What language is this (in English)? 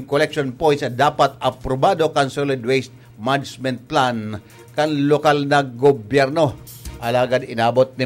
Bikol